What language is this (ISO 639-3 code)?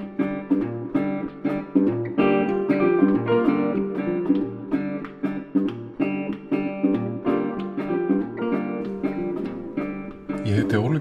isl